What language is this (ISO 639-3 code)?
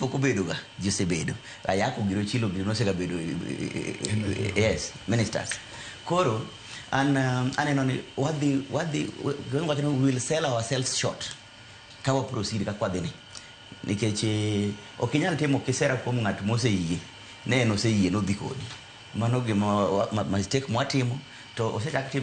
luo